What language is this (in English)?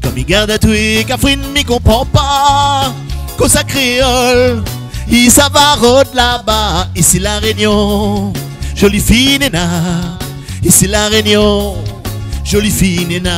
Réunion Creole French